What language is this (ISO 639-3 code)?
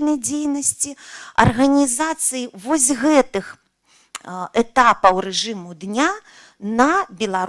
bel